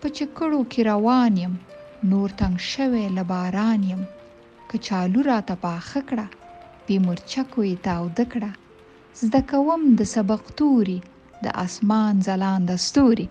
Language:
Pashto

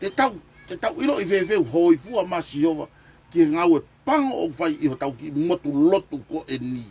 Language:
Tongan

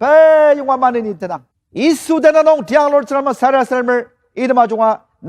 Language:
Ao Naga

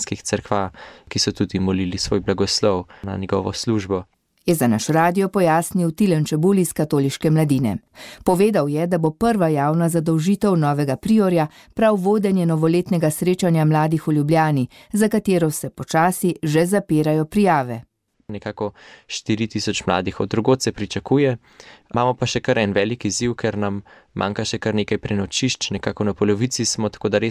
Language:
Slovenian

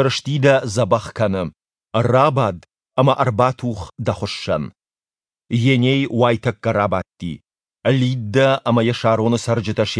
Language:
Ossetic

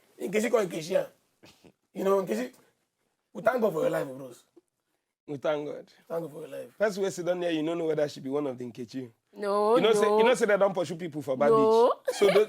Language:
Nigerian Pidgin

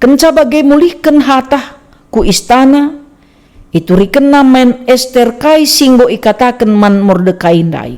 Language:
Batak Karo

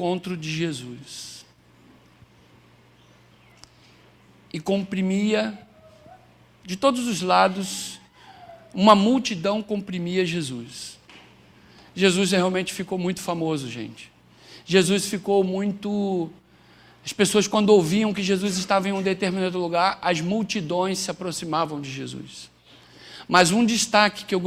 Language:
Portuguese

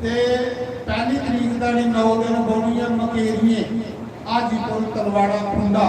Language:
Dogri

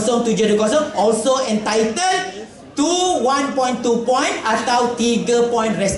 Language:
Malay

